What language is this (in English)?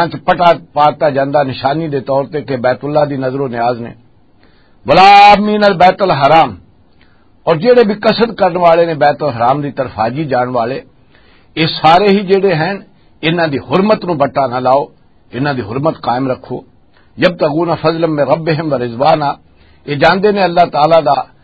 Western Panjabi